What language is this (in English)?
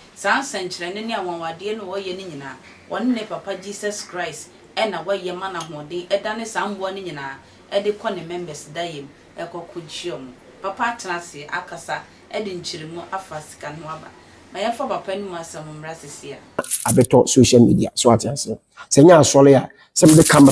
Akan